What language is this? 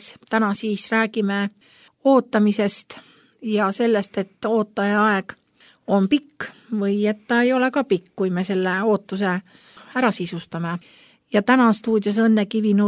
Estonian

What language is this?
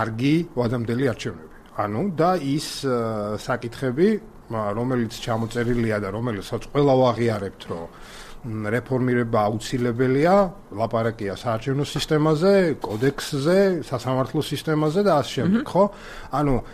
Georgian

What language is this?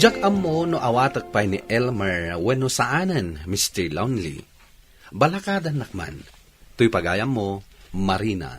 Iloko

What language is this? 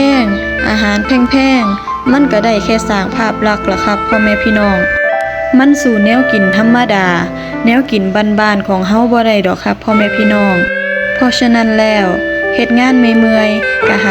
Northeastern Thai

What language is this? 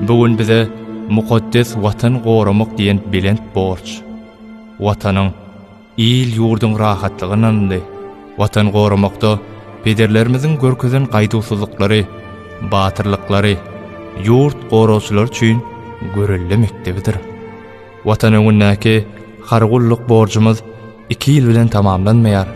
Turkmen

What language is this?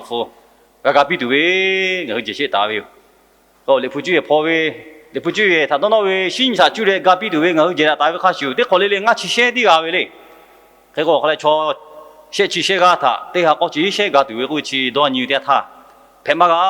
Lahu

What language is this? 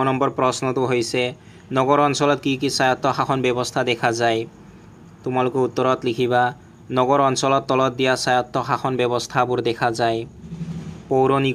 Assamese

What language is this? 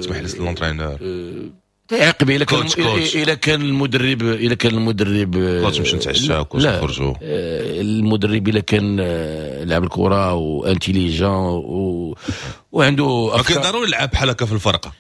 Moroccan Arabic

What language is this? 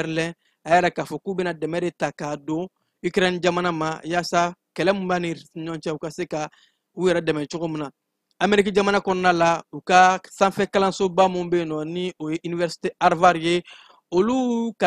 Bambara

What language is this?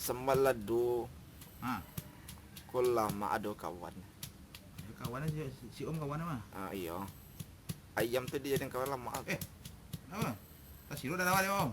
Minangkabau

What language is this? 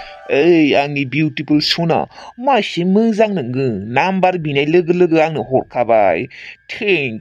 Bodo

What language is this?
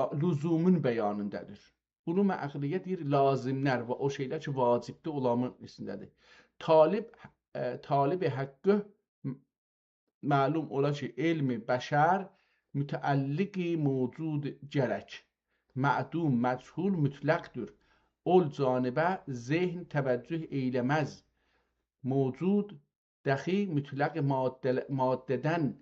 South Azerbaijani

